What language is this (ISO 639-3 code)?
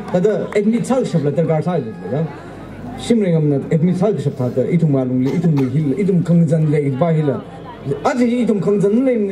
nmf